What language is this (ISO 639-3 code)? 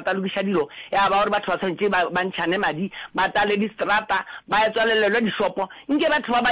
nso